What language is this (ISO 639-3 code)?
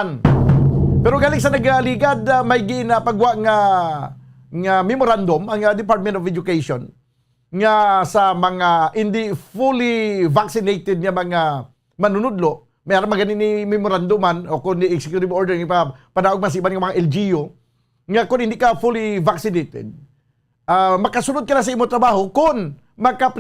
hil